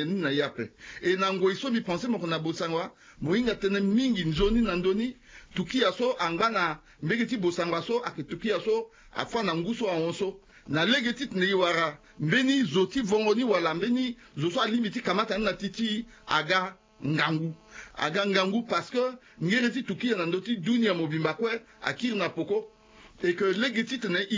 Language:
Sango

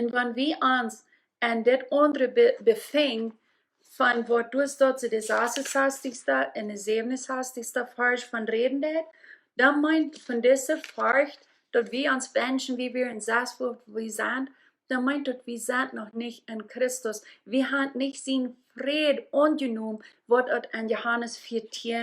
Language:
Plautdietsch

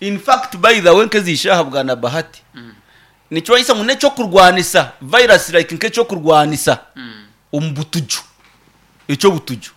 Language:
Nyoro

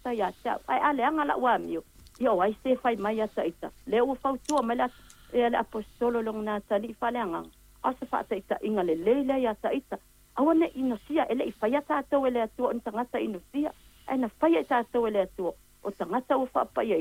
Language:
Samoan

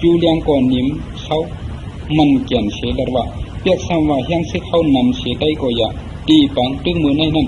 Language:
Shan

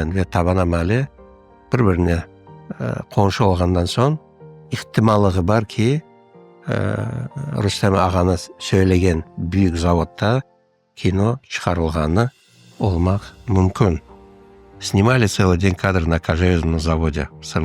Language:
Crimean Tatar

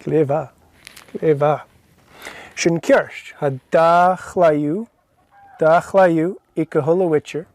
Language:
Scottish Gaelic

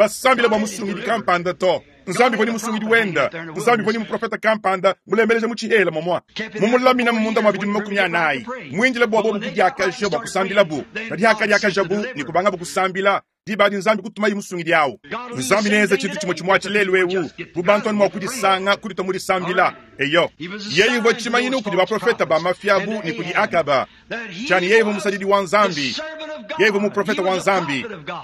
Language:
Luba-Lulua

